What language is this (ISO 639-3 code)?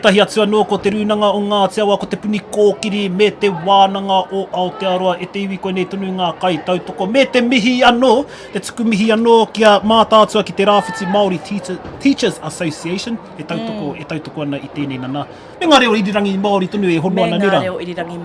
mri